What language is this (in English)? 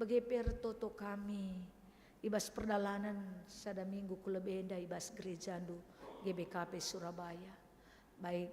Batak Karo